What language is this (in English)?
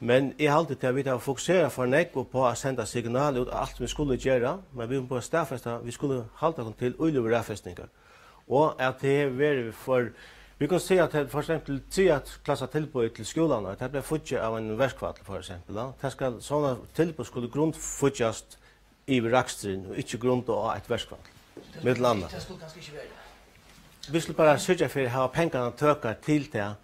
Faroese